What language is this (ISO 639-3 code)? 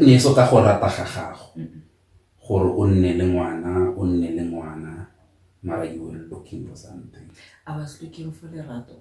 tsn